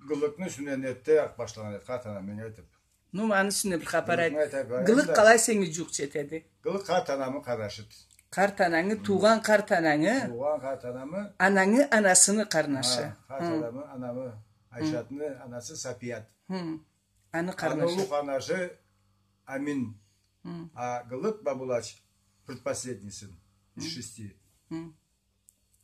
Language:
Karachay-Balkar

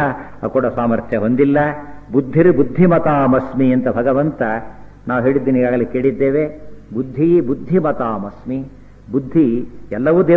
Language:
Kannada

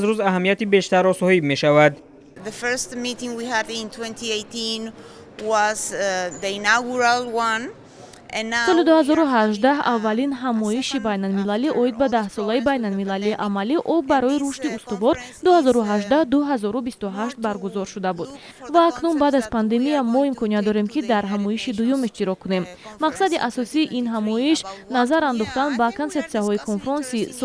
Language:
Tajik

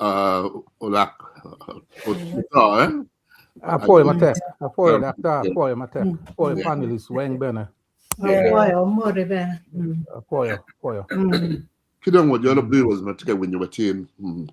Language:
Acoli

